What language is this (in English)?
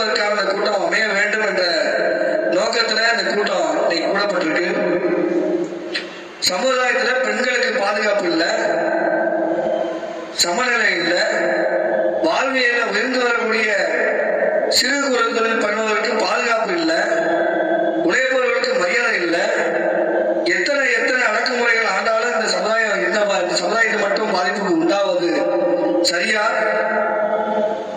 Tamil